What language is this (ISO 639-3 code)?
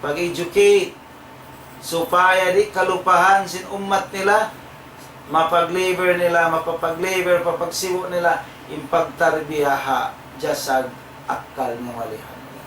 tsg